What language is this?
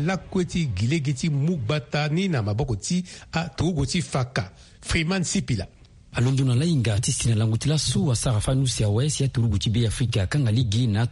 Sango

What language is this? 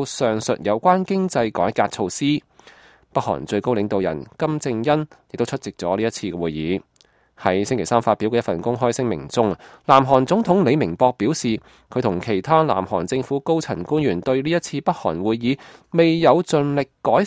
Cantonese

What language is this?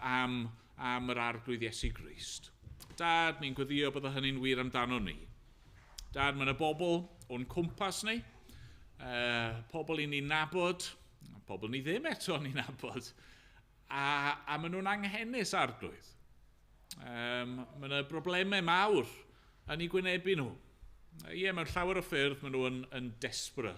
Welsh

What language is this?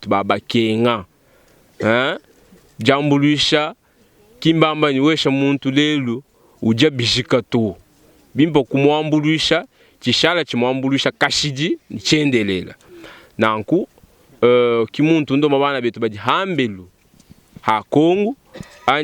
Luba-Lulua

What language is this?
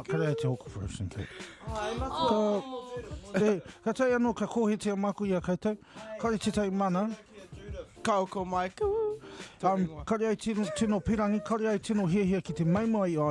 Māori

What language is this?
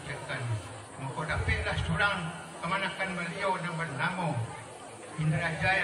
Minangkabau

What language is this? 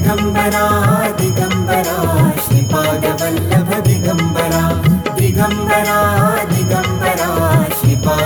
Marathi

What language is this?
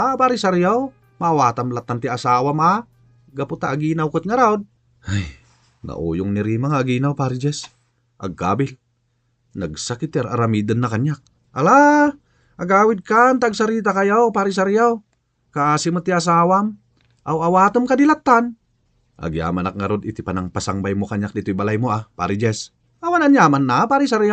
Iloko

